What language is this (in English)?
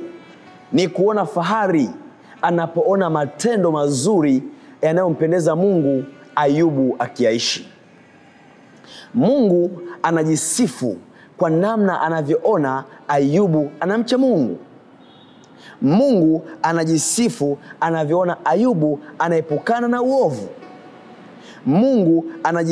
Swahili